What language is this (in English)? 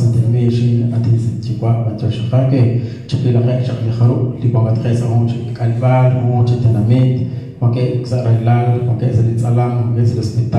Kekchí